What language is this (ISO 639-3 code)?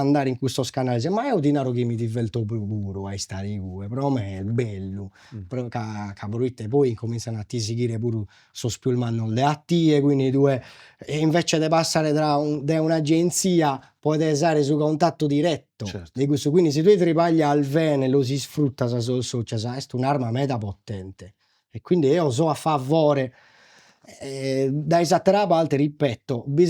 srd